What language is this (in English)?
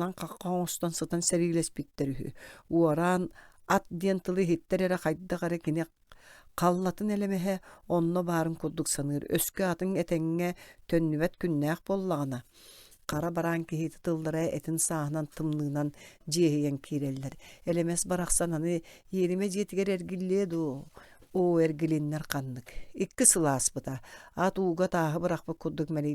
Yakut